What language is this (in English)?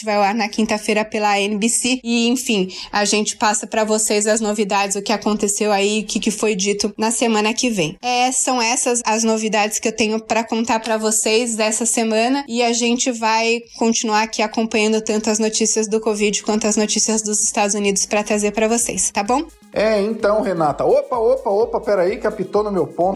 Portuguese